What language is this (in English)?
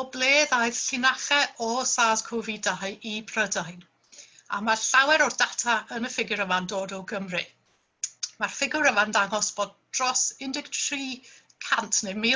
Welsh